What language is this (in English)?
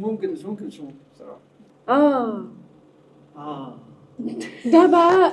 Egyptian Arabic